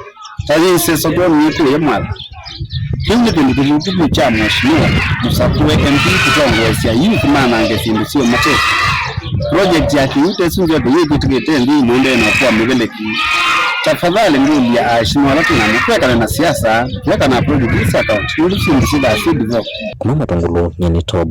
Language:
Kamba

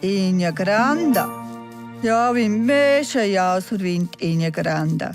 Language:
Romansh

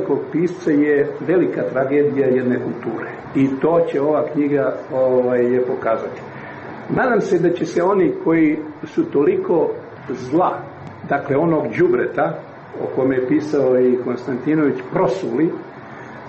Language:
Serbian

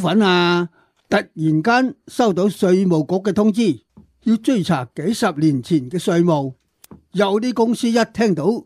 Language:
Cantonese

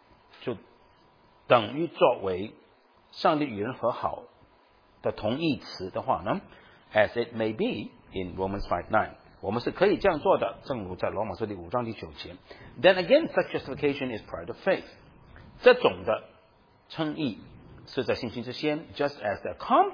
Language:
Chinese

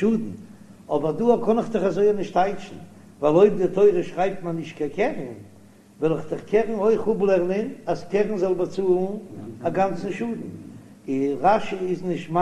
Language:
Yiddish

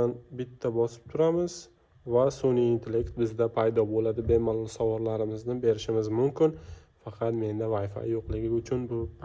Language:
Uzbek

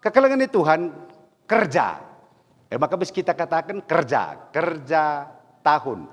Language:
Batak Karo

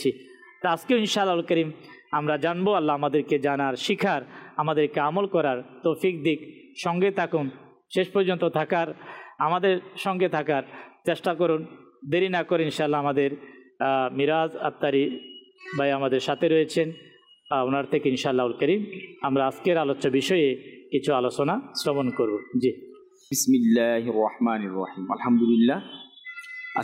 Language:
Bangla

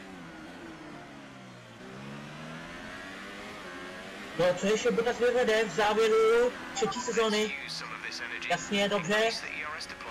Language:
Czech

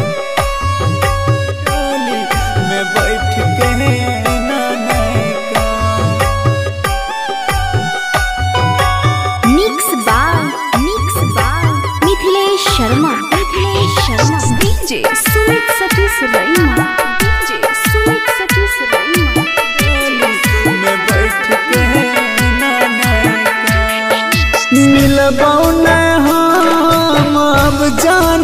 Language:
Bhojpuri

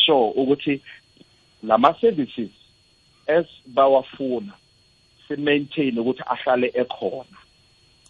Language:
South Ndebele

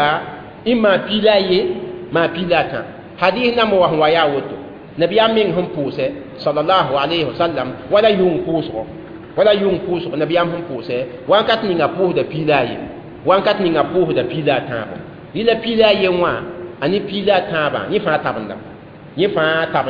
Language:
Mossi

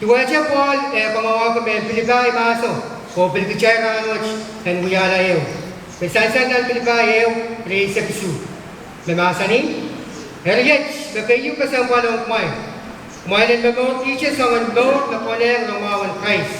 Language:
Pohnpeian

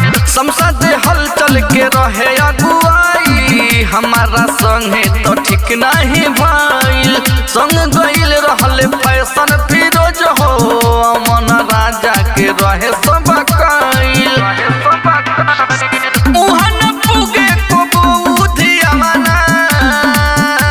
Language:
Bhojpuri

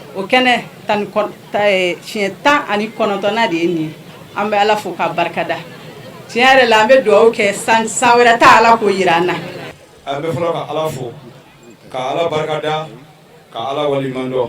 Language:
Bambara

